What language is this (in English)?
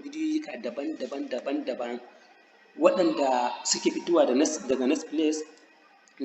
Hausa